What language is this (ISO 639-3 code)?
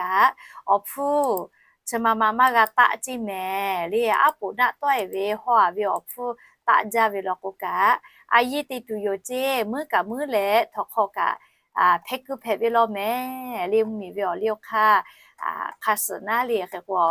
lhu